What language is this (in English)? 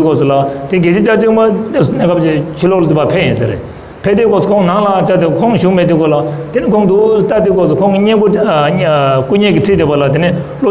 Tibetan